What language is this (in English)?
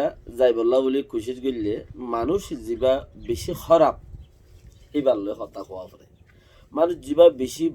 Rohingya